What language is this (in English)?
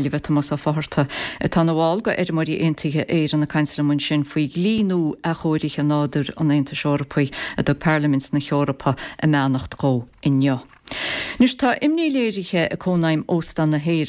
Irish